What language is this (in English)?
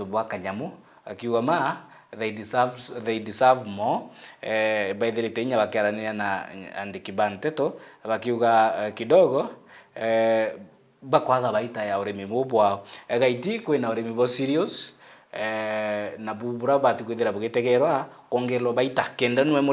Meru